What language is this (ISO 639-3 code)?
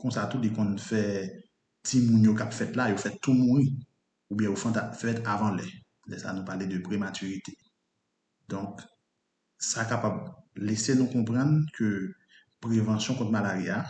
hat